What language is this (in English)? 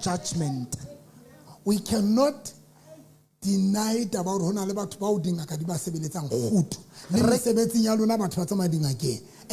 Southern Sotho